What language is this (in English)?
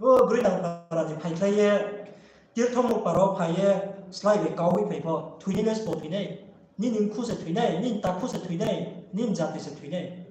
Riang (India)